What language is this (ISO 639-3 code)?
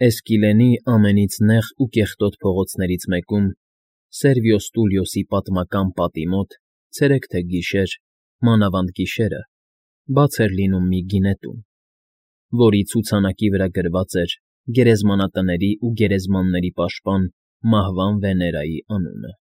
hye